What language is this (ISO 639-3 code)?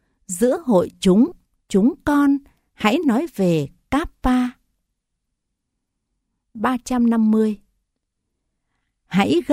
vie